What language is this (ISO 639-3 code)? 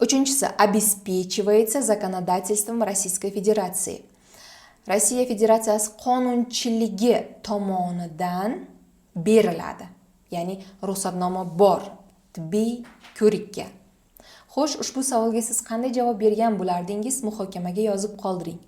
uzb